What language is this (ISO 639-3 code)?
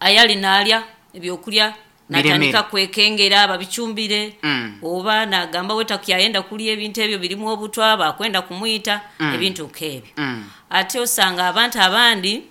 nyo